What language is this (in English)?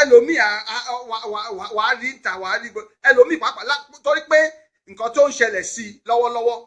Yoruba